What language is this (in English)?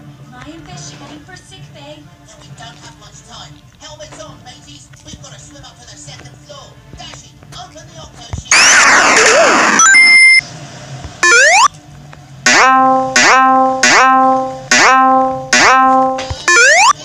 English